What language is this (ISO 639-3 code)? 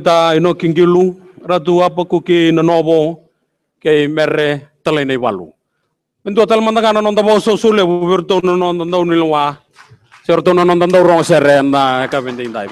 fij